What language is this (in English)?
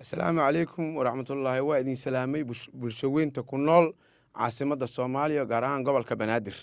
Somali